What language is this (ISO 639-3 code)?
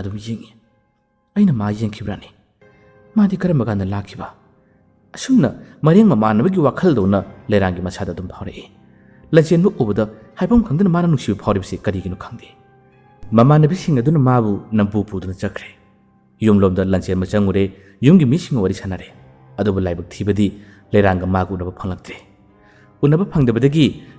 mni